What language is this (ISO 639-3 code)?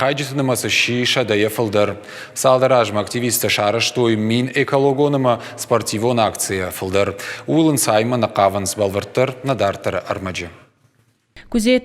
oss